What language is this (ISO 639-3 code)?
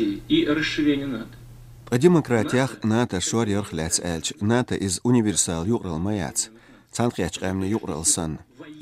che